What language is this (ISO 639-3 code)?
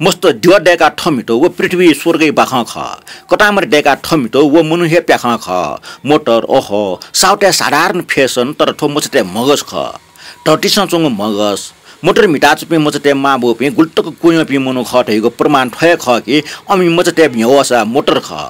new